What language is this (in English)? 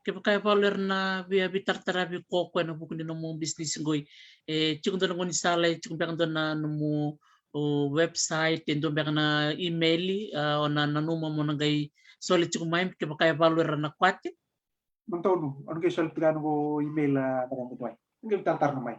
Fijian